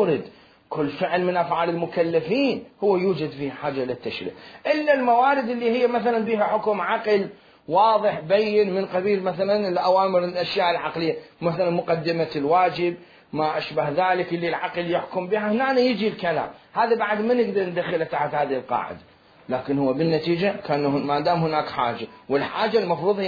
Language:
Mesopotamian Arabic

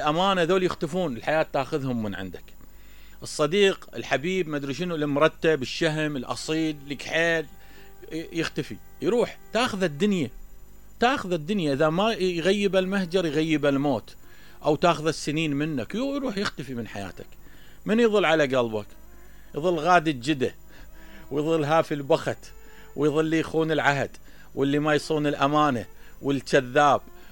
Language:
Mesopotamian Arabic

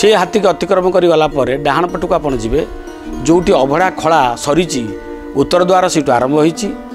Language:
Odia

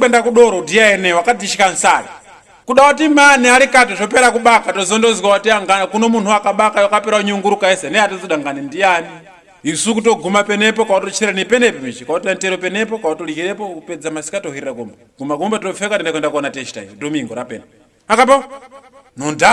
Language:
Ndau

